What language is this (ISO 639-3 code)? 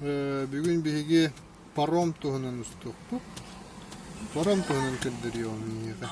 sah